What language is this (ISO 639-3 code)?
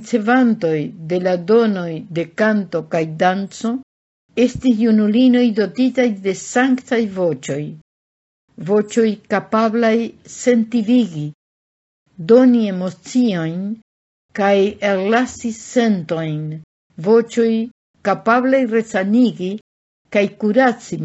epo